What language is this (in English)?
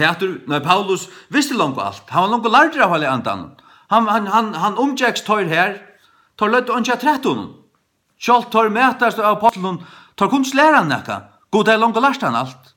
Faroese